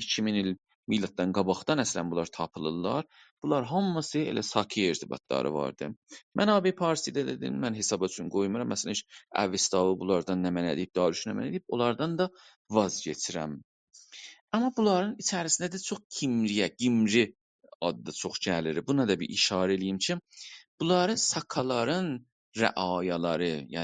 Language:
South Azerbaijani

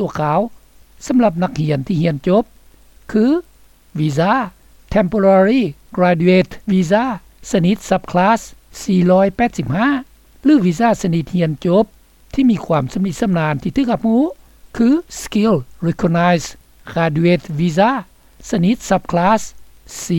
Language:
Lao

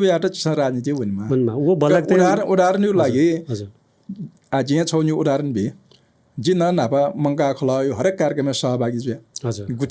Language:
Newari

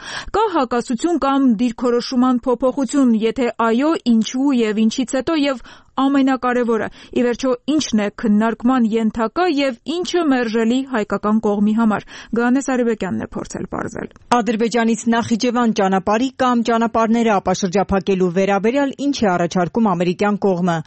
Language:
Armenian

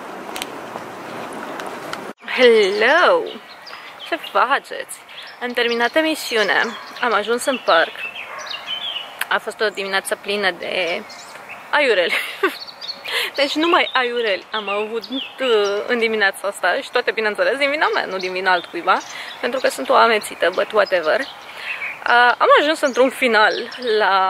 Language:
Romanian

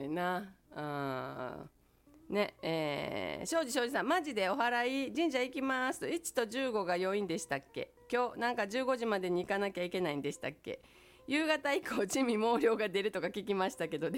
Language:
Japanese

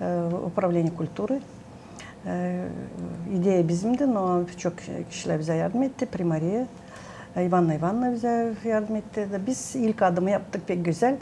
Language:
Gagauz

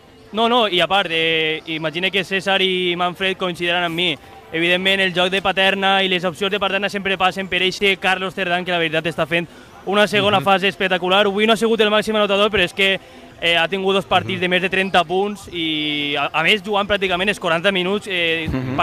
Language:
Catalan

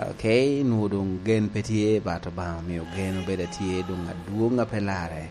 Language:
Lango (Uganda)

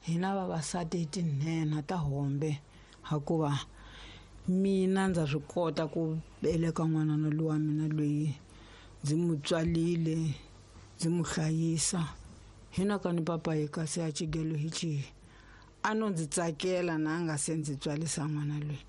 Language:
Tsonga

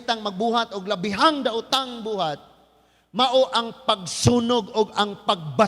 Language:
Cebuano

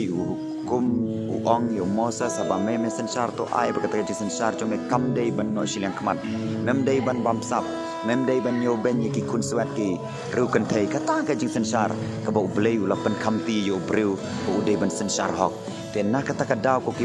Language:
Khasi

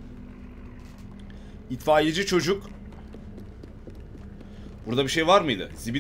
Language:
Turkish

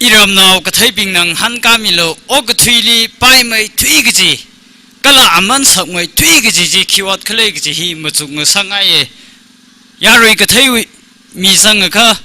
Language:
Tangkhul Naga (India)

